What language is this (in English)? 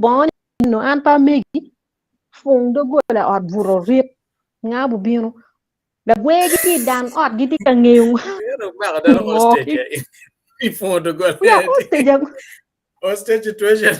Acoli